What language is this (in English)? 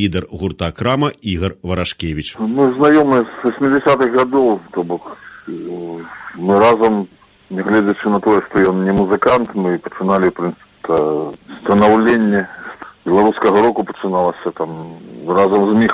Belarusian